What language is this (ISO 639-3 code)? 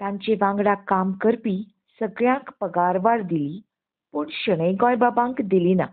kok